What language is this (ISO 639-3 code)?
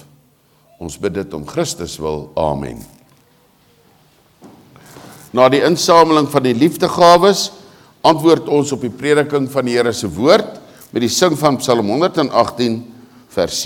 afr